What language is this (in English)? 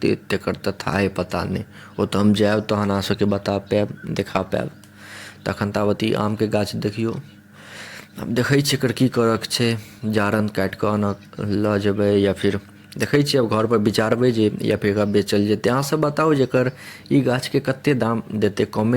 Maithili